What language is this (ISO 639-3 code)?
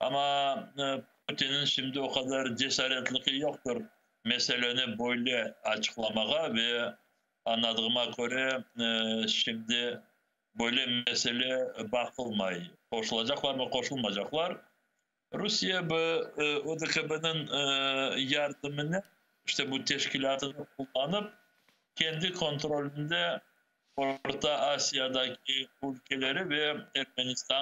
crh